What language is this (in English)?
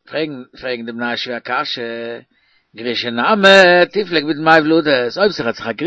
Yiddish